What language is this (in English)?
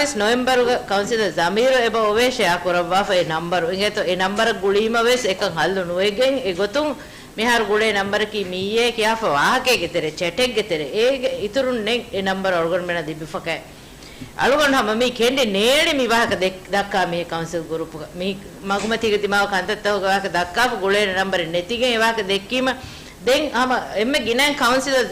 Divehi